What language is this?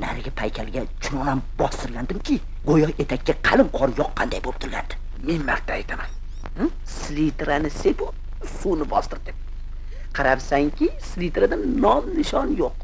Uzbek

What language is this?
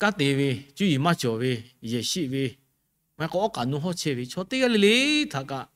Lahu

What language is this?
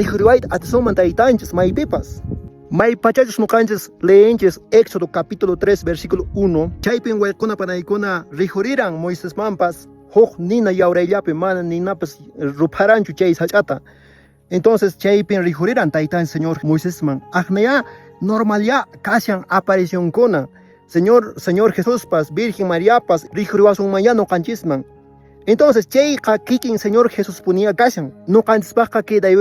Quechua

